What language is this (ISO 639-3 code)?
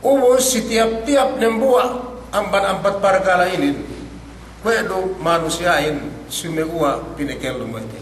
yka